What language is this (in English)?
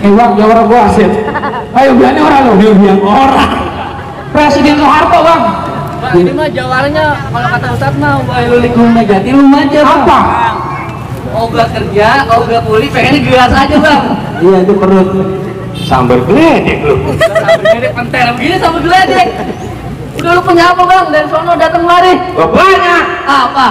Betawi